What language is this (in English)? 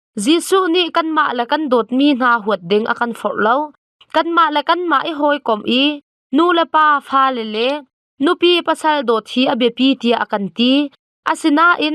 Hakha Chin